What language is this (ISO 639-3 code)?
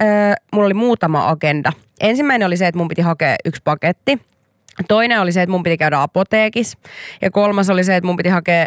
fin